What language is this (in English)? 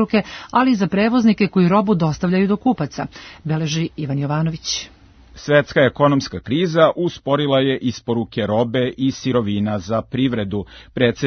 Serbian